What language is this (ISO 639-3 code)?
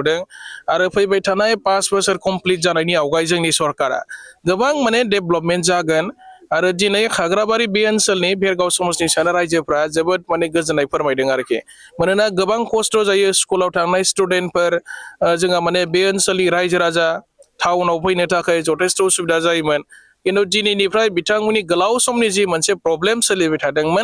brx